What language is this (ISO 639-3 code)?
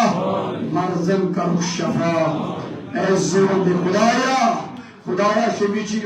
kas